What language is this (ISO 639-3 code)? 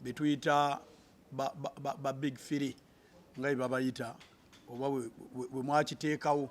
lug